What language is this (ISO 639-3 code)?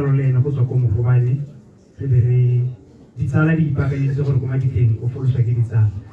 tsn